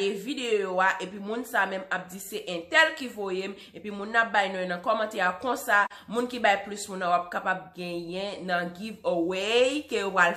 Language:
Haitian Creole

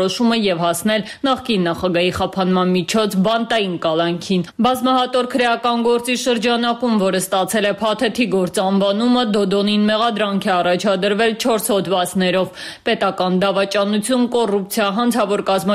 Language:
Armenian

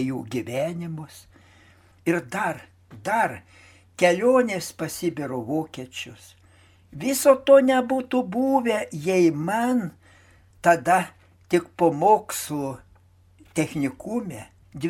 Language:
Lithuanian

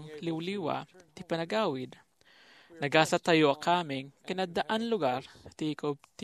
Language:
Iloko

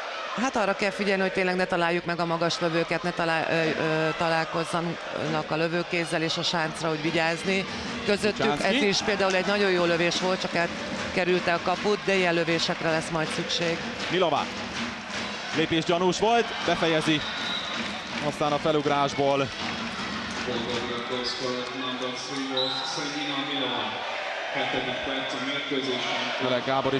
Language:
Hungarian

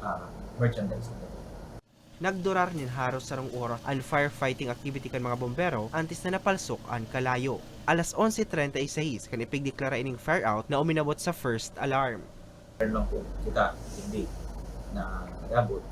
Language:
Bikol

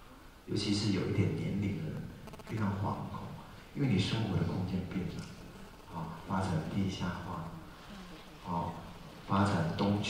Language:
Chinese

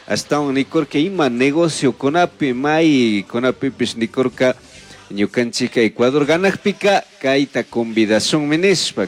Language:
Chimborazo Highland Quichua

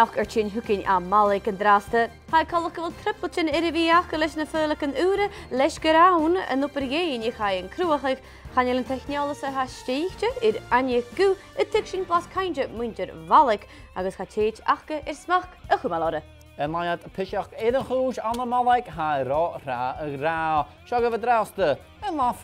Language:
Scottish Gaelic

